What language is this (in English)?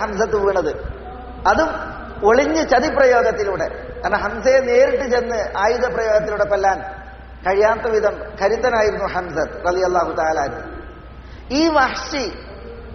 Malayalam